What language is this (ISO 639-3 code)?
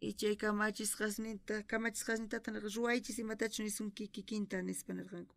quh